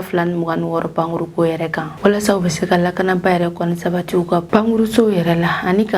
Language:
Bambara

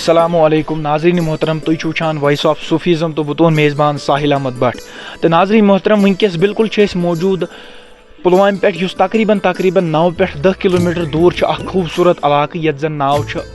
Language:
Kashmiri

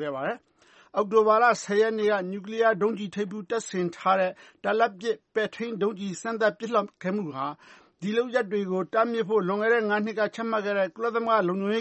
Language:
Burmese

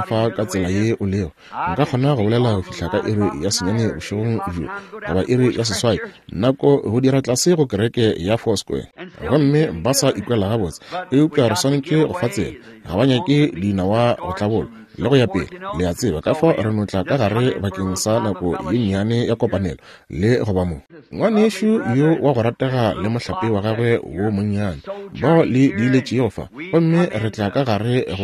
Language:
Northern Sotho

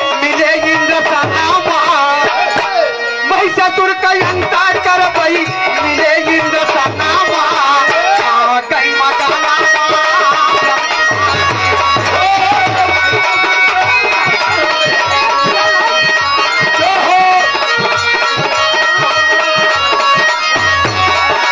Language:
Bhojpuri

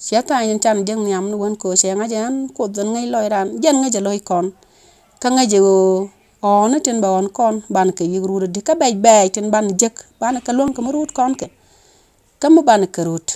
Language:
Nuer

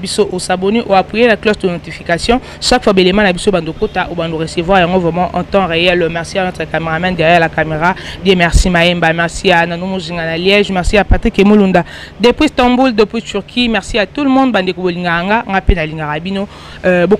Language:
Lingala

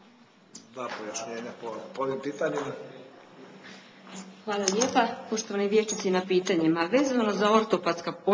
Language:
Croatian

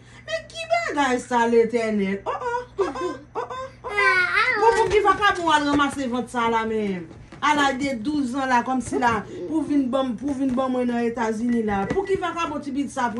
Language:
Haitian Creole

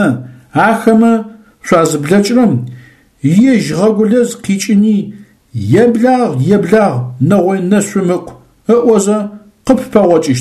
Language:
Adyghe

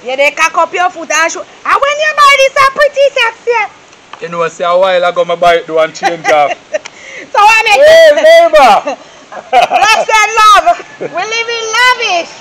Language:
Jamaican Creole English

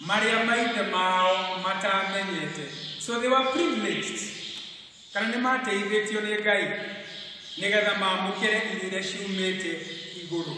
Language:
Kikuyu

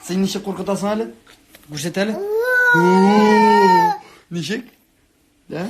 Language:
Tatar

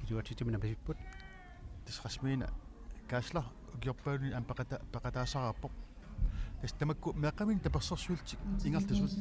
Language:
Kalaallisut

